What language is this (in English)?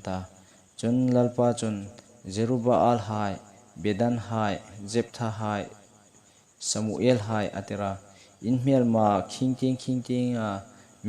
Hmar